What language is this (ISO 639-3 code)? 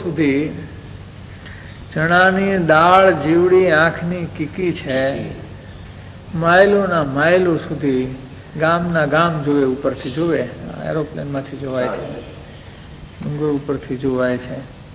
guj